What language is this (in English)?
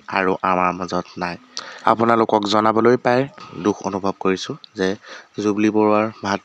Assamese